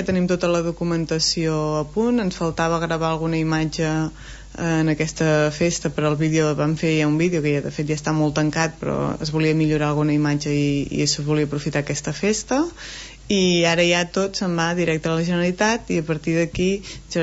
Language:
Catalan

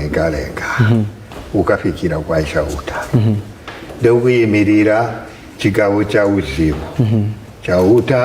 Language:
Nyanja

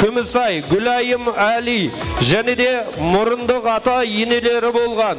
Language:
Kara-Kalpak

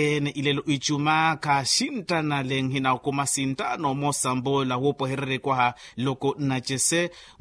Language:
Makhuwa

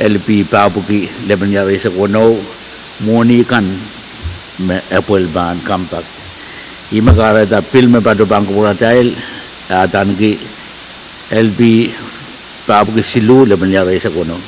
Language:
Pohnpeian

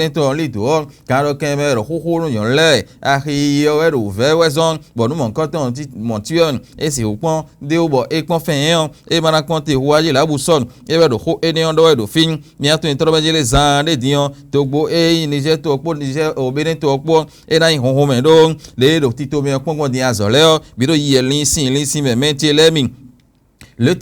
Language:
Fon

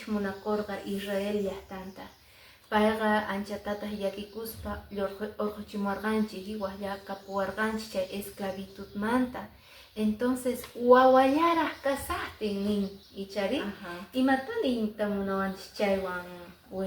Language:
Quechua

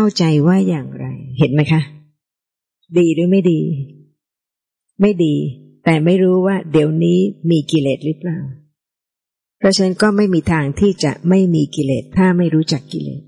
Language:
Thai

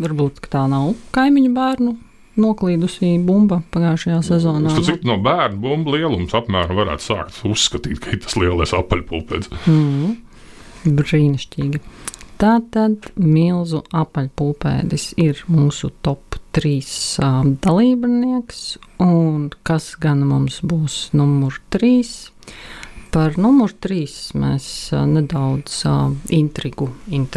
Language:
Latvian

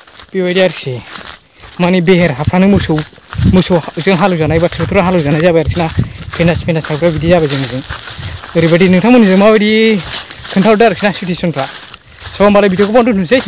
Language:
Bodo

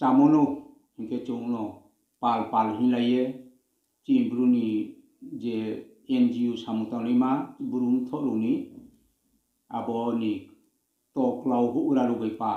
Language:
Riang (India)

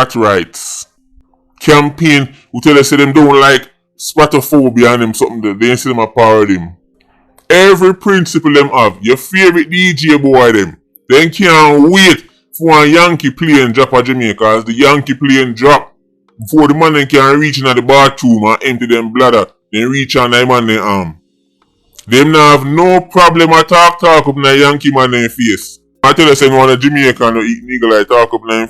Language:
Jamaican Creole English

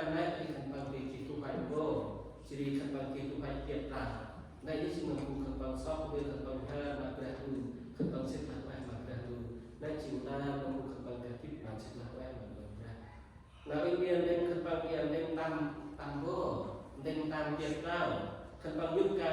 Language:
Central Mnong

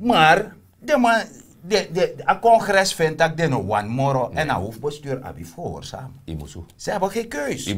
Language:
Sranan Tongo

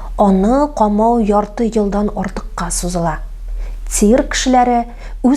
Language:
Tatar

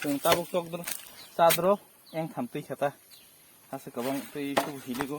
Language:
Kok Borok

